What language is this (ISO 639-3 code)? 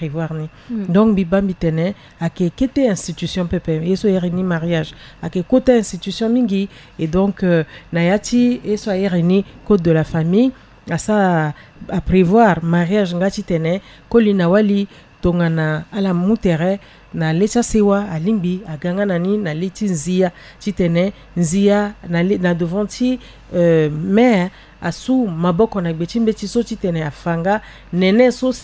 sag